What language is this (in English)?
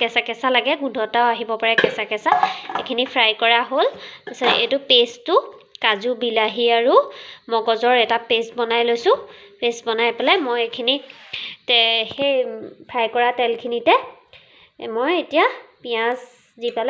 Assamese